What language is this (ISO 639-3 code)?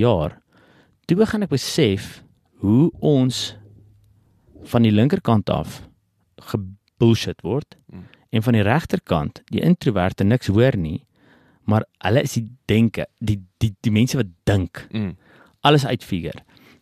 afr